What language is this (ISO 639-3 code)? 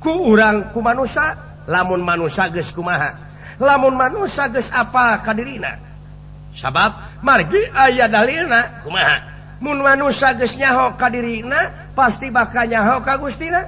sun